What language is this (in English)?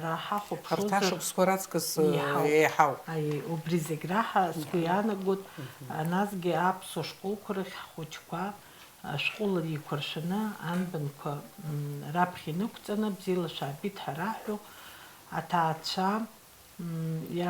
Abkhazian